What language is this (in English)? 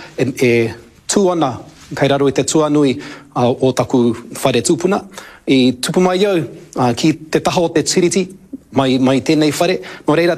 Māori